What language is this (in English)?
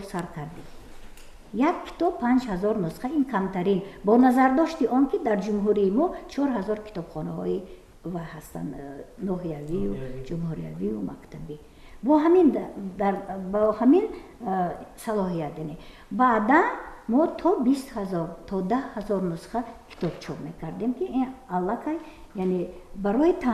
Tajik